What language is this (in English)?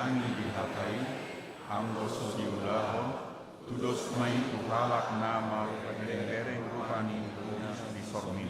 Batak Toba